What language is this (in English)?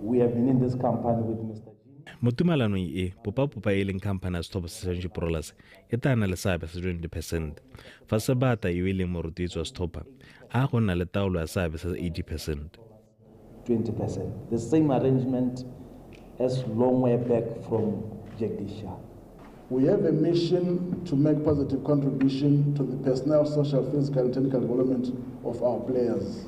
Tswana